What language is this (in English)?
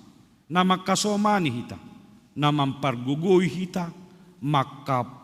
Batak Simalungun